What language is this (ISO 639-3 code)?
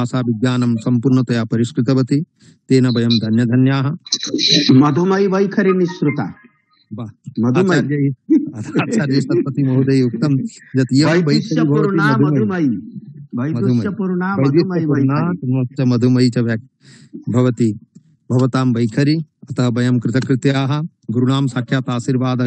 san